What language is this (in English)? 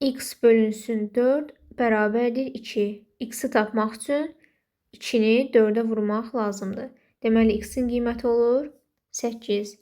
Azerbaijani